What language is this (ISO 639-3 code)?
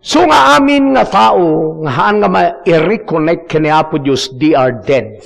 ilo